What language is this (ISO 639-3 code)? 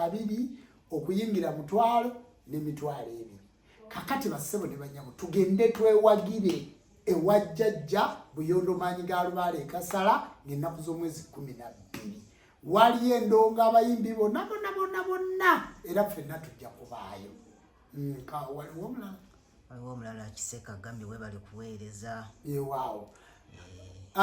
lug